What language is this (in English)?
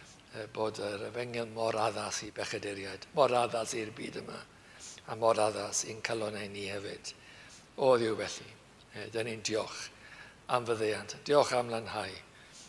Welsh